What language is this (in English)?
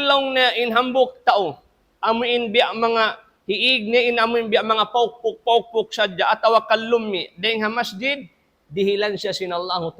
Tausug